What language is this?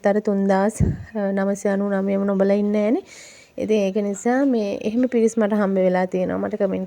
Sinhala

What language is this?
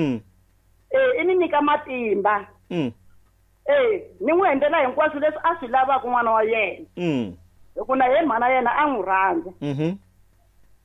Tsonga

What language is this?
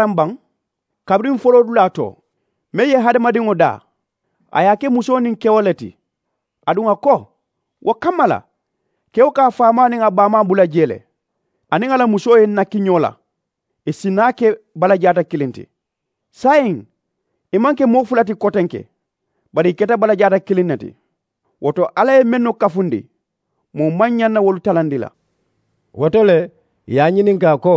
Mandingo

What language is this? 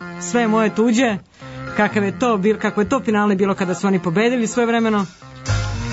Serbian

